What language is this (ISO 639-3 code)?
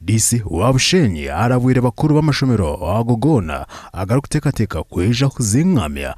nyn